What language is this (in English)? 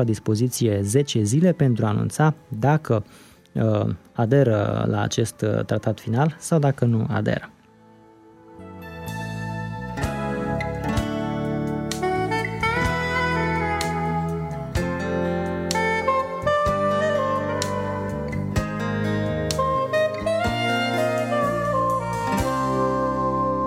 Romanian